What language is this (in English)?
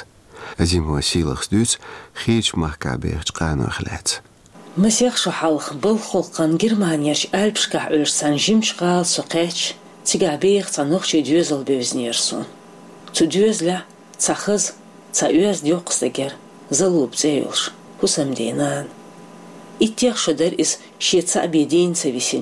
Chechen